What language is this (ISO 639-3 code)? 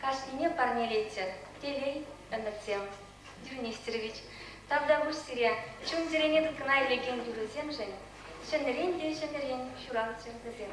chv